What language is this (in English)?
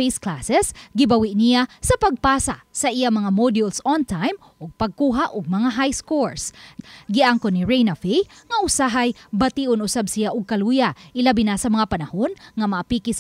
Cebuano